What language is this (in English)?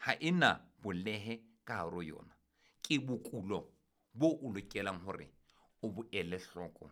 Southern Sotho